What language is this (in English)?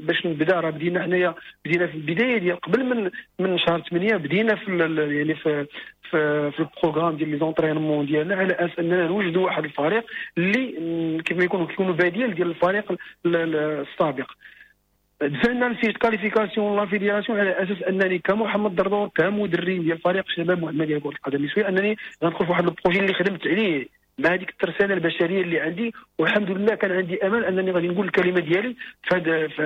Moroccan Arabic